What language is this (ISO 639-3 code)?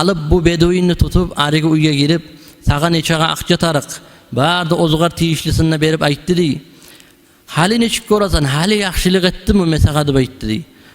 kum